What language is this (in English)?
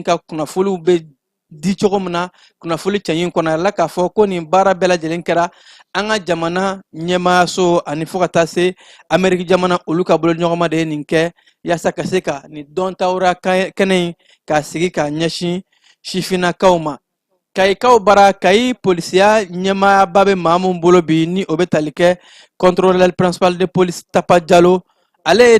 Bambara